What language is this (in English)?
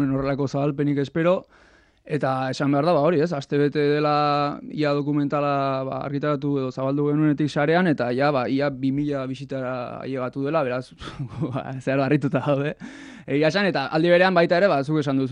Basque